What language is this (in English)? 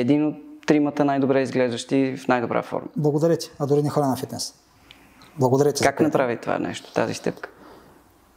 Bulgarian